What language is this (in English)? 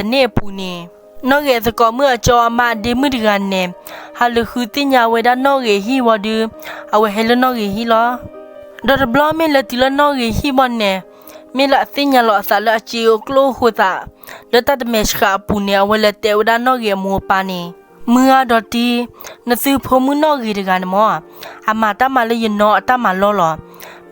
S'gaw Karen